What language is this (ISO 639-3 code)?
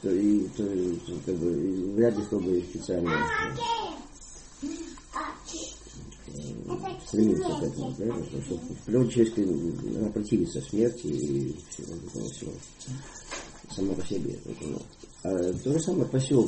rus